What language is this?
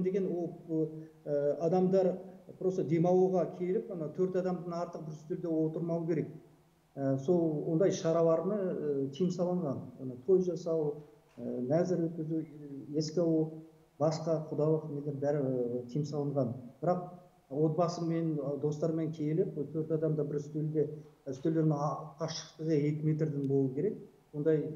Kazakh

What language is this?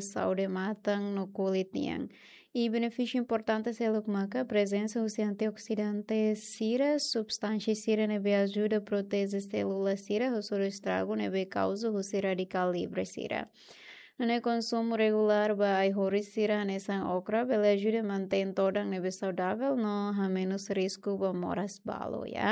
Tetum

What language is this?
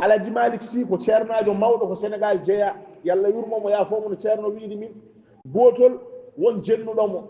Fula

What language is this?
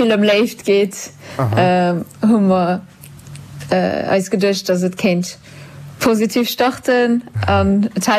Luxembourgish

